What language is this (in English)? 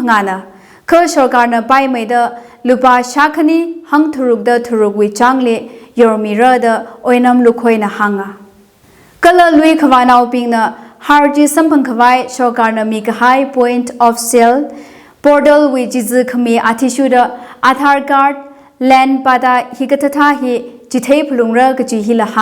Tangkhul Naga (India)